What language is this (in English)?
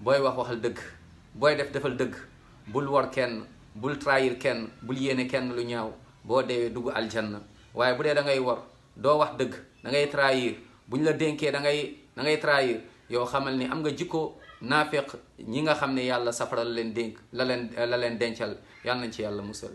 Wolof